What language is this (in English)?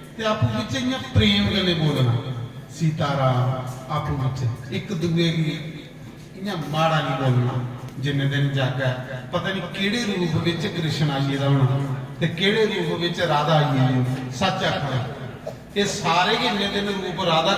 Dogri